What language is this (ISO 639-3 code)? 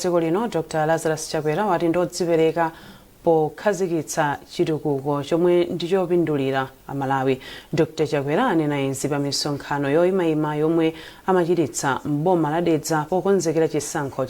nya